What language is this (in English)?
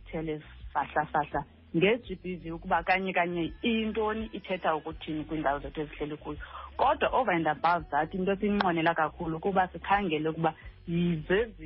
Xhosa